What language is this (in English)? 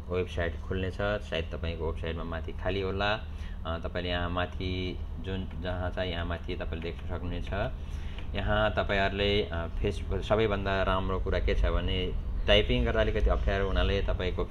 Nepali